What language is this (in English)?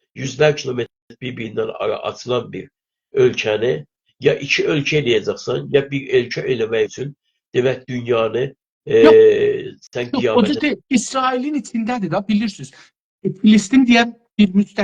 South Azerbaijani